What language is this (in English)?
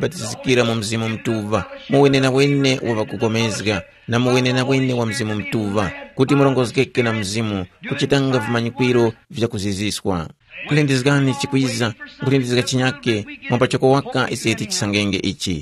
Tumbuka